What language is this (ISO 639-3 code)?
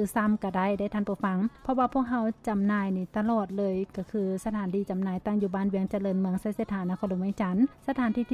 lao